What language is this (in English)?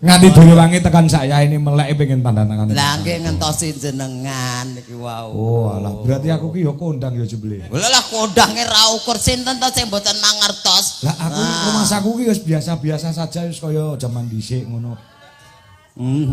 Javanese